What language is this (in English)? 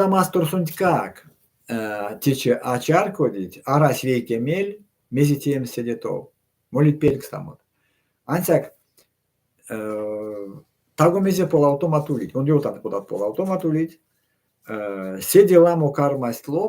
Erzya